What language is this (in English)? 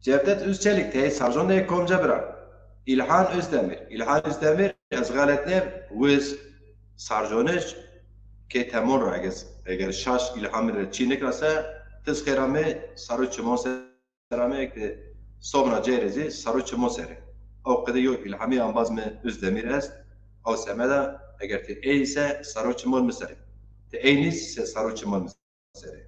Zaza